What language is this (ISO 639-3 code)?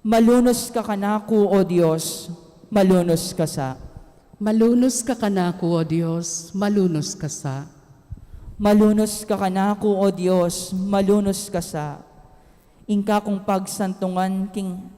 pam